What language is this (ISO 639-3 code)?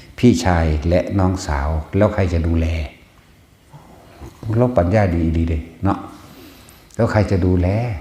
tts